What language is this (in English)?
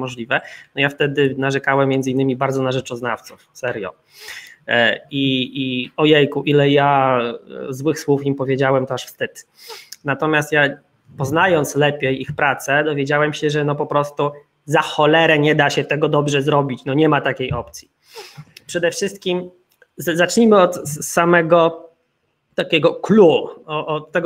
Polish